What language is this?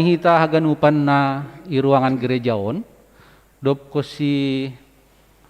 Batak Simalungun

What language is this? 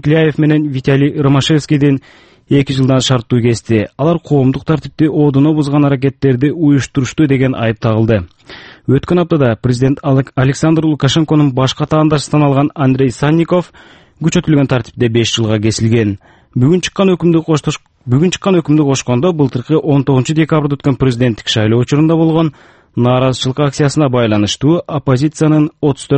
Kyrgyz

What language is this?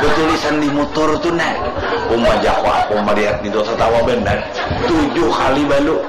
Banjar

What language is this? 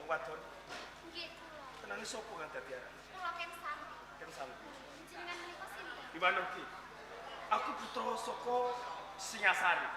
Javanese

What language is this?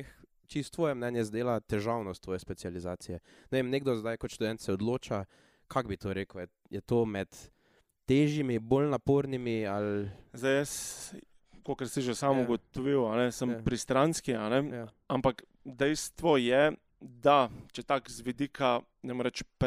Slovenian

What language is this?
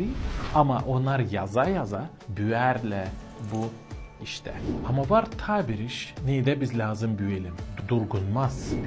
Gagauz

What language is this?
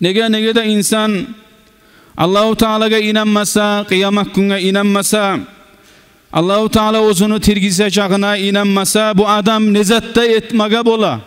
Kumyk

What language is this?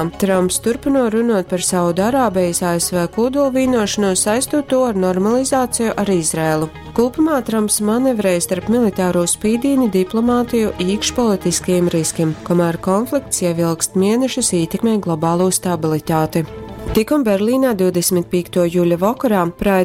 Latgalian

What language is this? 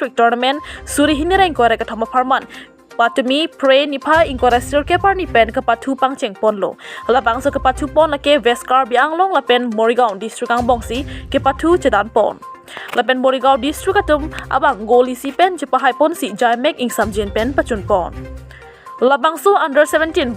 Karbi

